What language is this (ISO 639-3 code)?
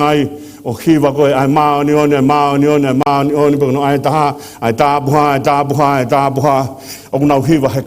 ton